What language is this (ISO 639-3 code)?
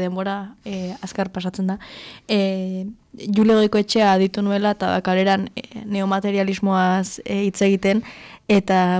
eus